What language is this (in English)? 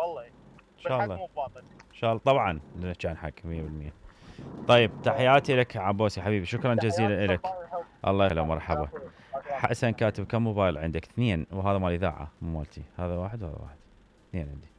Mesopotamian Arabic